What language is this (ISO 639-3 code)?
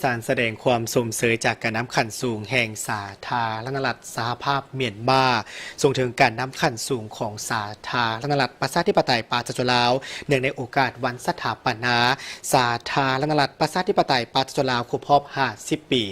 lao